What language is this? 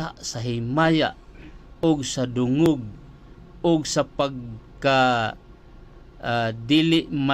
Cebuano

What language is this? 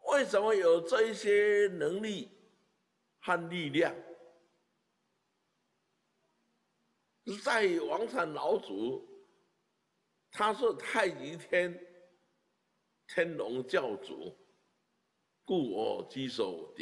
Chinese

